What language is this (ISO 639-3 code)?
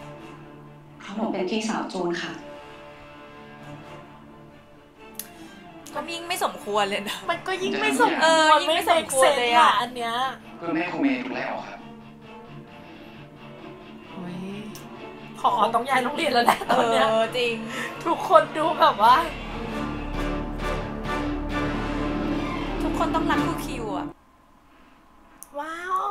tha